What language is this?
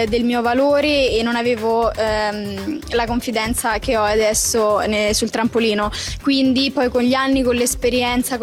Italian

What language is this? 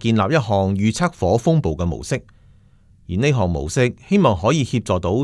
Cantonese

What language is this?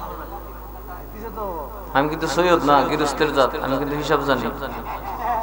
Bangla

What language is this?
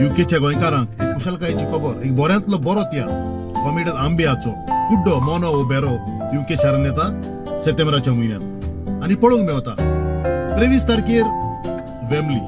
Konkani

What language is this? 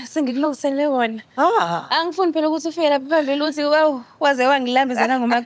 Zulu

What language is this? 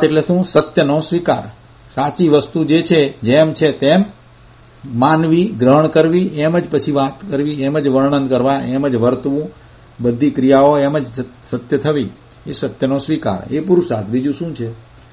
Gujarati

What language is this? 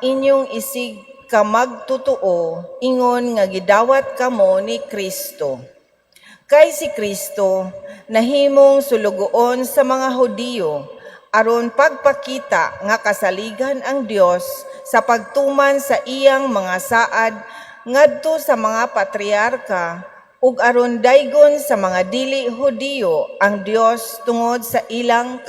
Cebuano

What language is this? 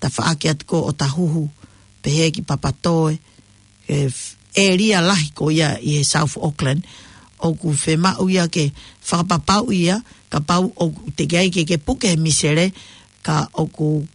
Tongan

